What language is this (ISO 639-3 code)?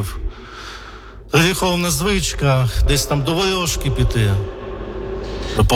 ukr